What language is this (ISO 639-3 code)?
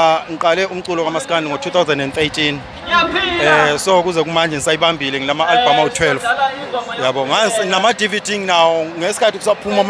zul